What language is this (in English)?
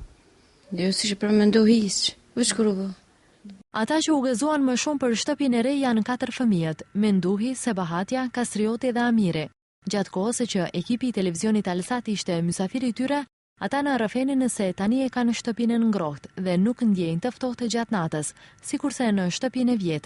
Albanian